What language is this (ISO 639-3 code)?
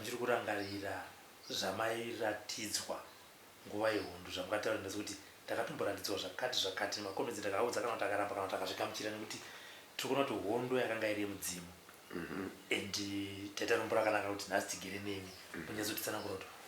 sna